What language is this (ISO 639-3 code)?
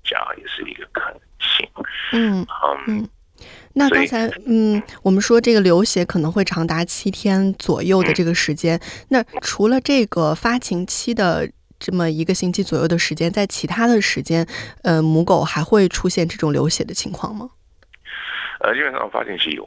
zho